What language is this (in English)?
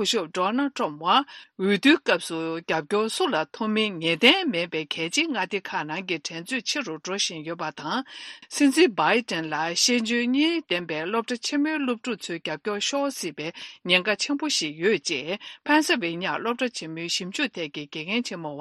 Tibetan